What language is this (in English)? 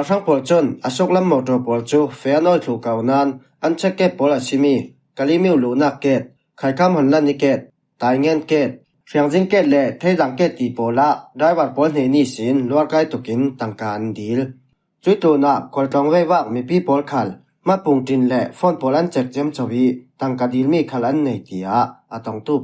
Falam Chin